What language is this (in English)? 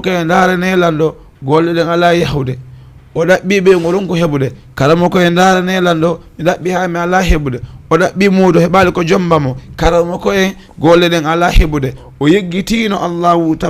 Fula